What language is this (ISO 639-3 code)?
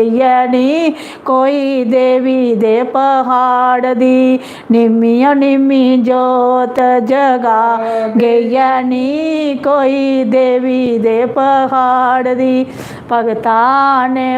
doi